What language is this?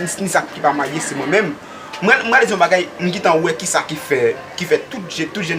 Haitian Creole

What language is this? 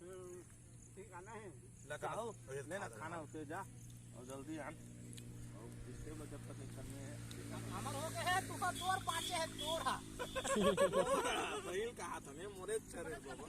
Chhattisgarhi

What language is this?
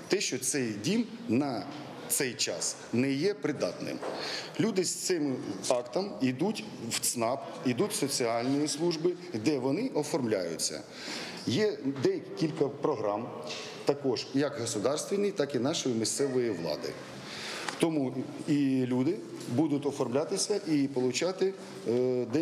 Ukrainian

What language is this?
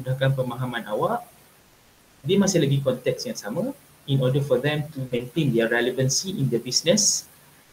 Malay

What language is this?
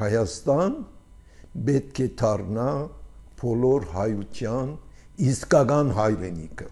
Armenian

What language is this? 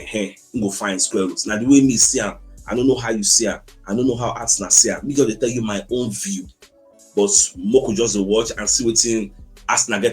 Nigerian Pidgin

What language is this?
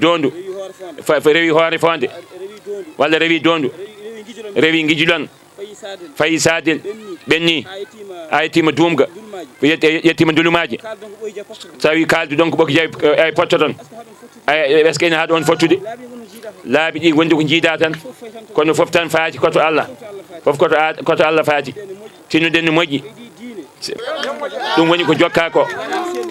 Fula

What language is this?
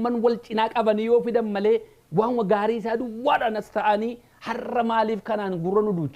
Oromo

